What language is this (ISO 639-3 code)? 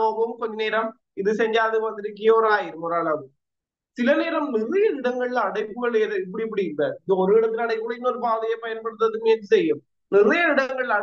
tam